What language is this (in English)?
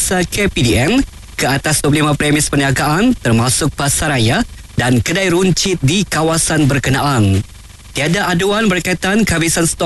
Malay